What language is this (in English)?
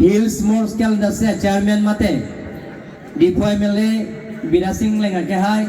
Karbi